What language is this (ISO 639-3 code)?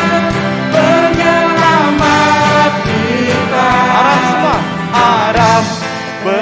iba